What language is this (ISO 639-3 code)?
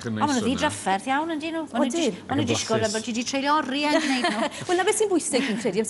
cym